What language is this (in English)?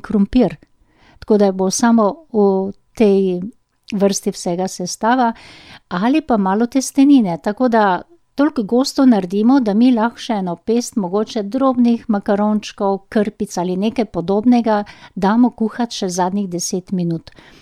Slovenian